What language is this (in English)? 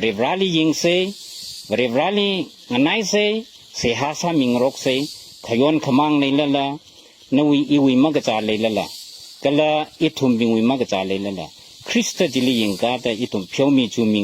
Tangkhul Naga (India)